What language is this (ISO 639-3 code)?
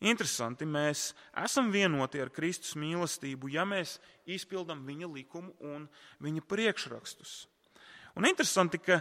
lav